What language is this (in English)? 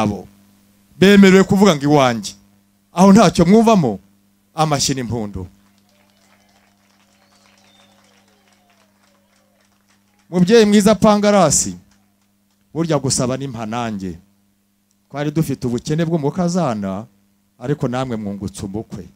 Kinyarwanda